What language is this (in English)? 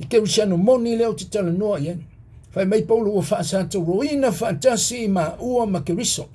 Samoan